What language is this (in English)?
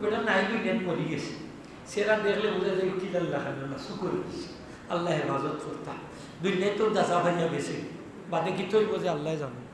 Sylheti